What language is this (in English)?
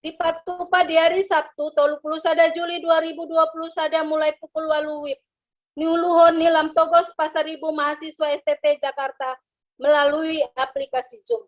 Batak Toba